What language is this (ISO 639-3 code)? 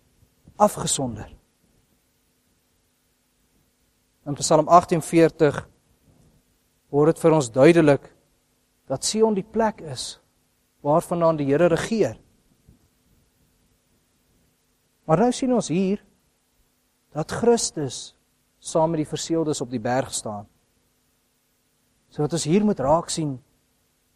afr